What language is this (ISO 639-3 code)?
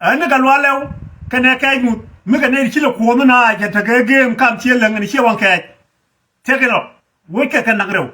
nus